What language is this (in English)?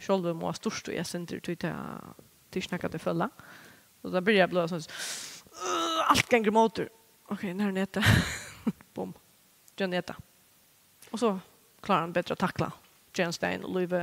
Faroese